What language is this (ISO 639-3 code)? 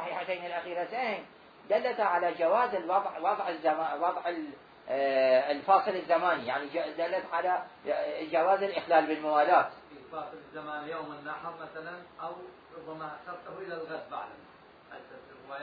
acm